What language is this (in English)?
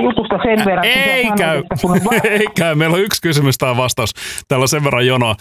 Finnish